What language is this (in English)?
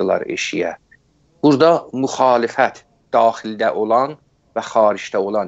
South Azerbaijani